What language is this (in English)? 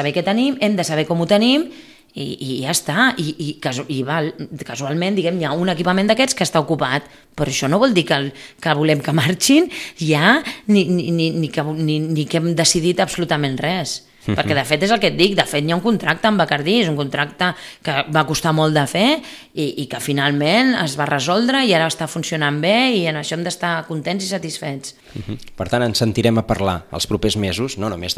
Catalan